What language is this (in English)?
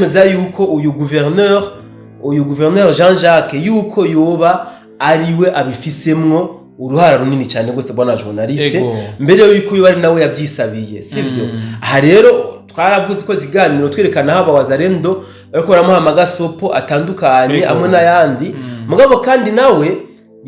Rundi